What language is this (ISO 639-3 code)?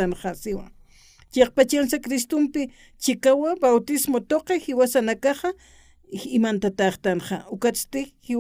aym